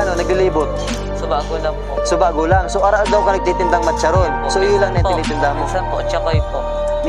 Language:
Bikol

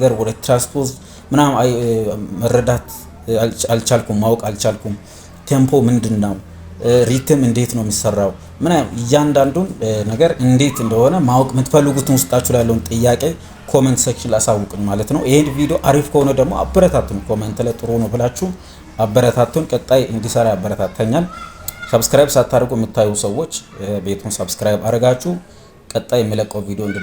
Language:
Amharic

